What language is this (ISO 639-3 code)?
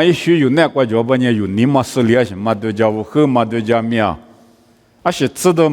lis